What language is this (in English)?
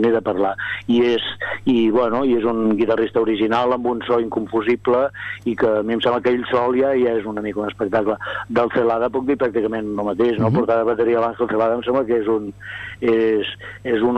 Catalan